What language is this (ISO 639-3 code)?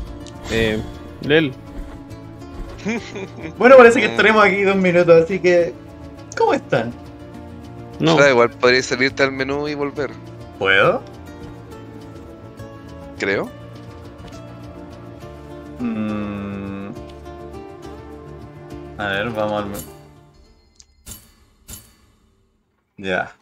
spa